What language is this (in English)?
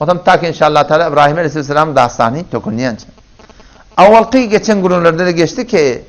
Turkmen